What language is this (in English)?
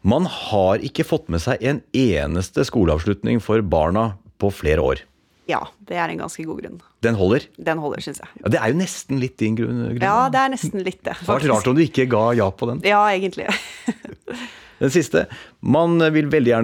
Norwegian